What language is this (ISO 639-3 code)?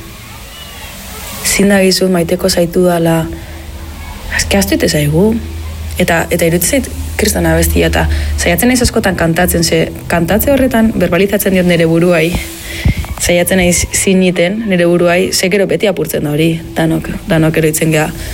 eus